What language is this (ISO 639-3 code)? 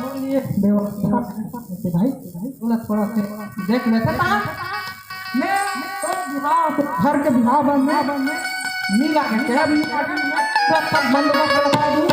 hne